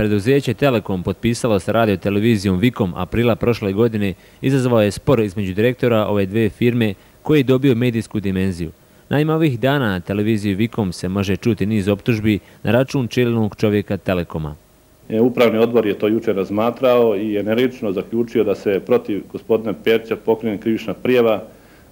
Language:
Serbian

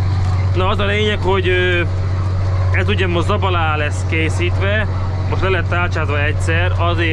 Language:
Hungarian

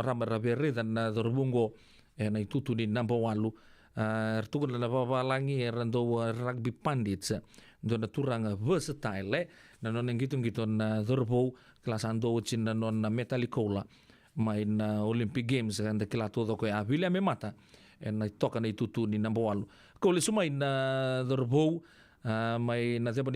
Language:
Fijian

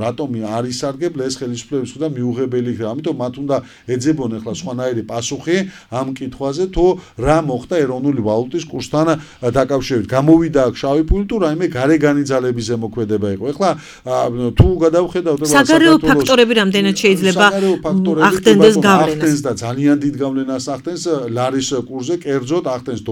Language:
Georgian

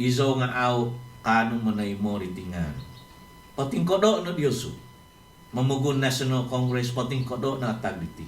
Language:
Central Dusun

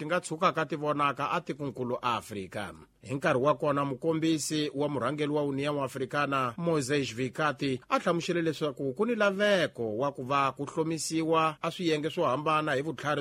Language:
Tsonga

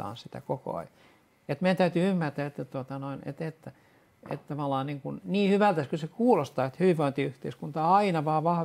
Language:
Finnish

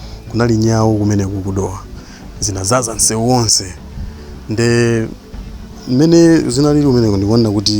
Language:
Nyanja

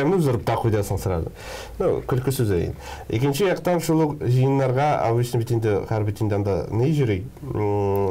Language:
Tatar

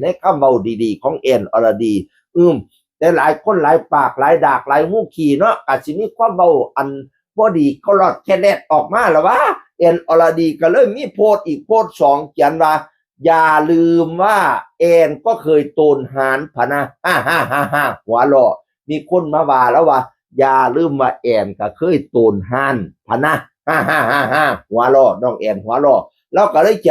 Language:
Northeastern Thai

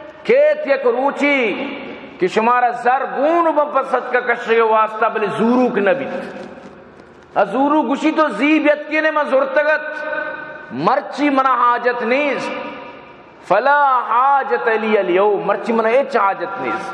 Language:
Baluchi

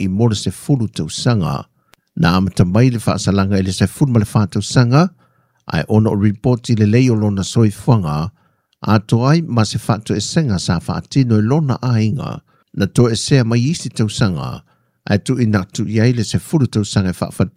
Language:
Samoan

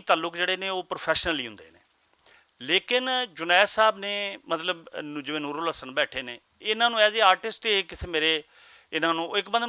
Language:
Western Panjabi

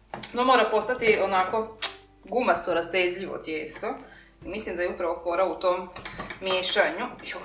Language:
Croatian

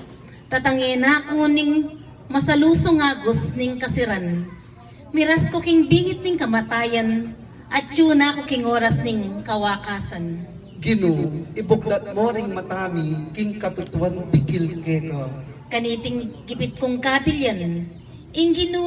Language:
Pampanga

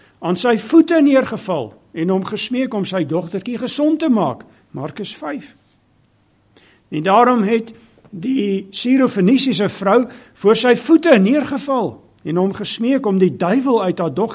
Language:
Afrikaans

